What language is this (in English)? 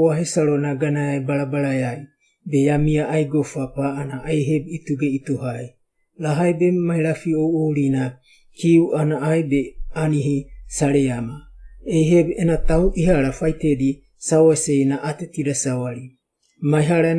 Wagawaga